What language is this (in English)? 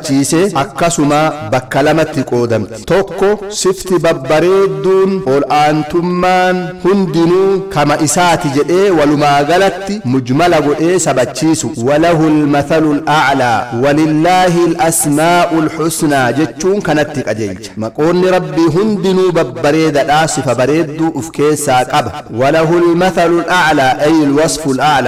Oromo